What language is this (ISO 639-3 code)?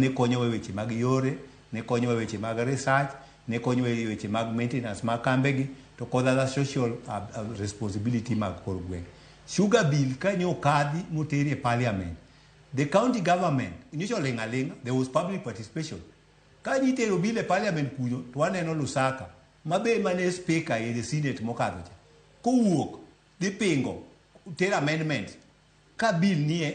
luo